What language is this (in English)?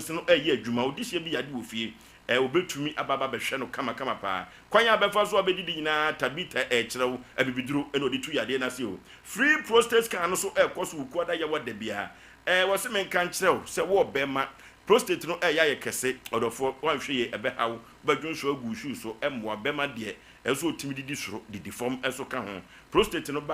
Akan